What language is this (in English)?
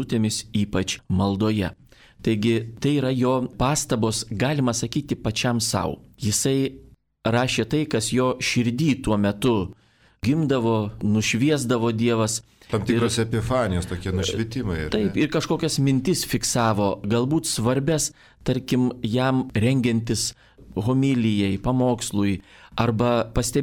Lithuanian